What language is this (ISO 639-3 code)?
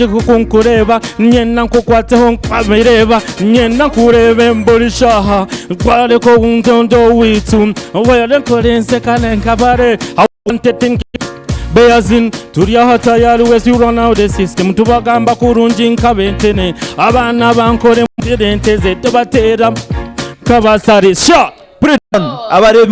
nyn